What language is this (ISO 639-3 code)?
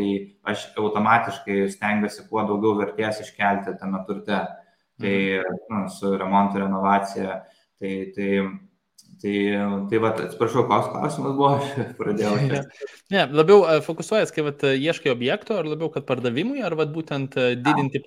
lit